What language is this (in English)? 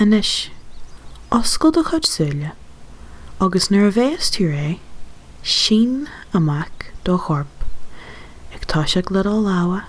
Irish